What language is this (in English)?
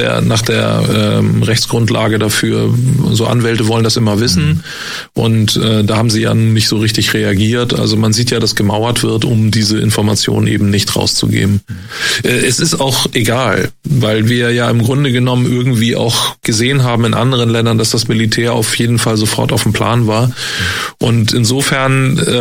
German